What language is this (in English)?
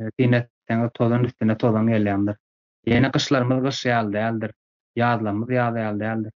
Turkmen